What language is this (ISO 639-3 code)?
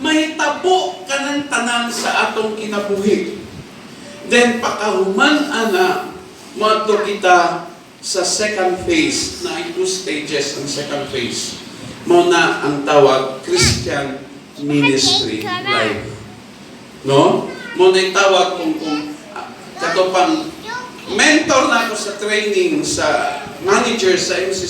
ceb